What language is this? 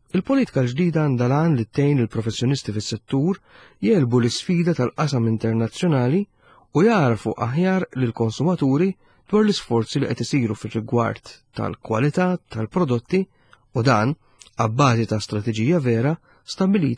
Maltese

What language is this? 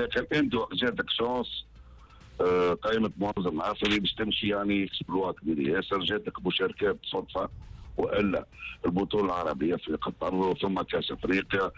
Tunisian Arabic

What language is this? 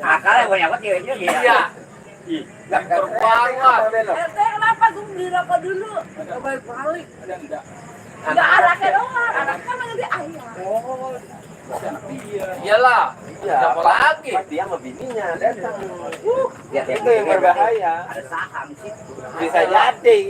Betawi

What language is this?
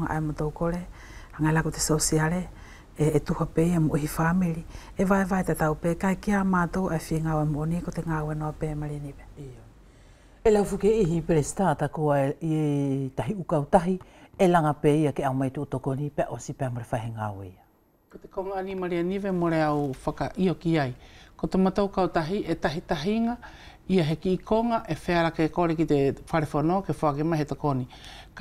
Wallisian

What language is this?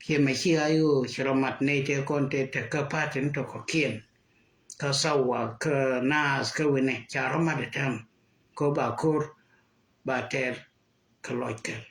Nuer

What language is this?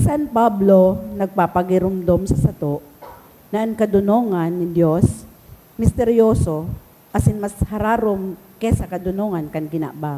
Bikol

